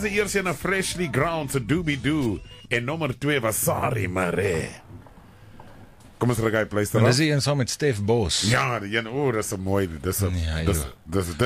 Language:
Afrikaans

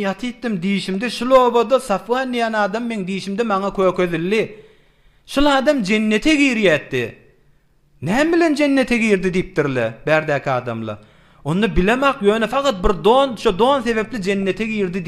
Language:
Turkmen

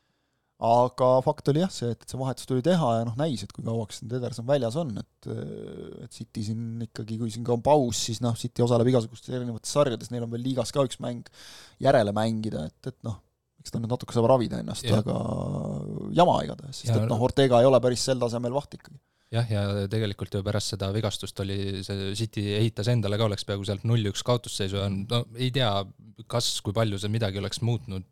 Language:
Estonian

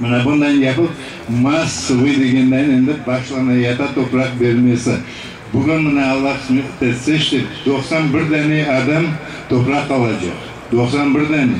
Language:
Crimean Tatar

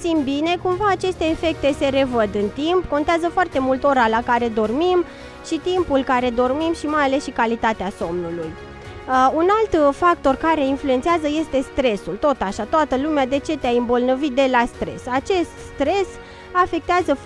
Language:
Romanian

